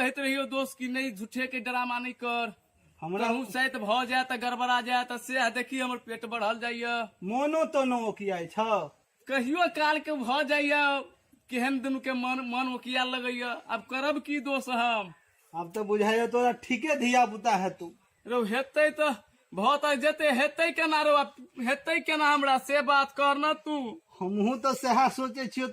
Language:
Maithili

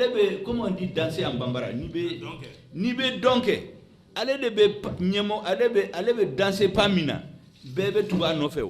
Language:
Bambara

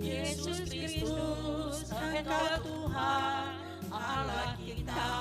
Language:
Nias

